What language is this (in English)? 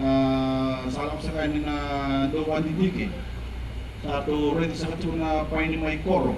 Fijian